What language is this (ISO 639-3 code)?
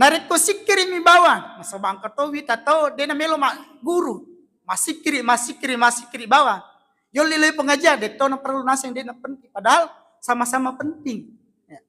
bug